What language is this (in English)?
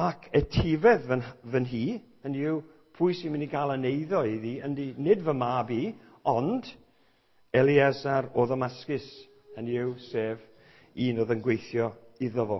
Welsh